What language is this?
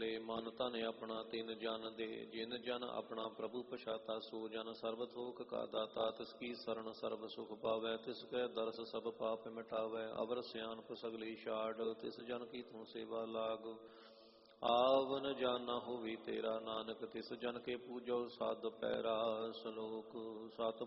Punjabi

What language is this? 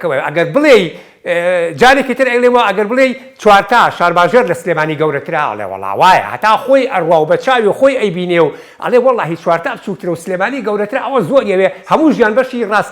Central Kurdish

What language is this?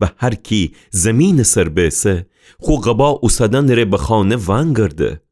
Gilaki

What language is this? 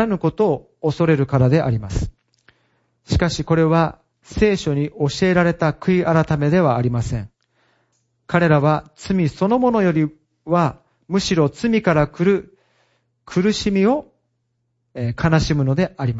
Japanese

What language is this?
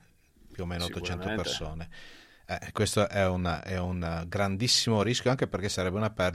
Italian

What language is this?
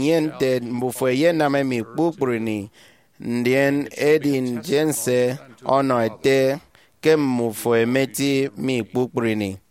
Efik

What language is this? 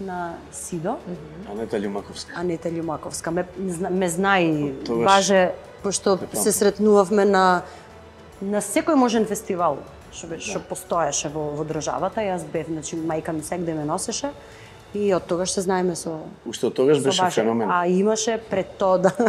Macedonian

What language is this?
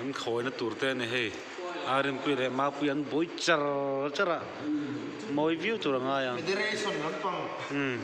Mizo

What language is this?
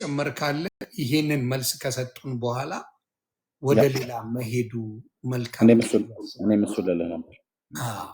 Amharic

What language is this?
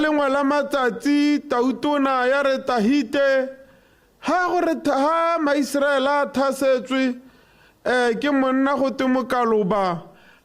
Tswana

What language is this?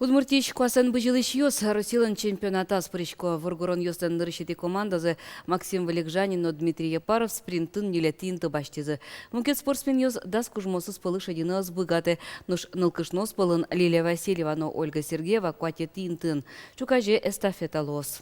Udmurt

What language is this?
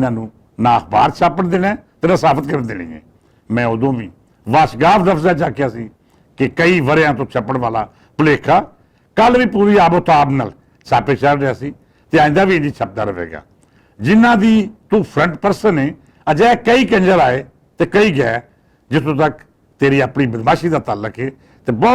Western Panjabi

